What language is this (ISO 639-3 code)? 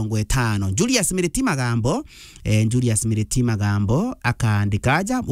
mer